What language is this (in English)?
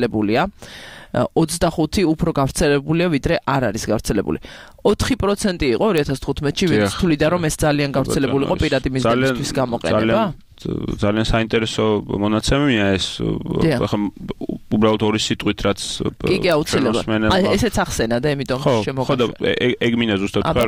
Georgian